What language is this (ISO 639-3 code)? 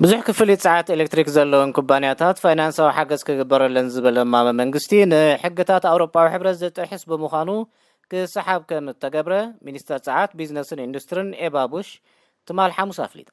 tir